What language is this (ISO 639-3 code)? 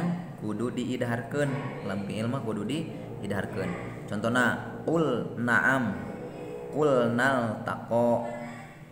sun